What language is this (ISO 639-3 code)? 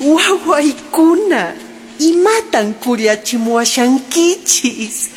que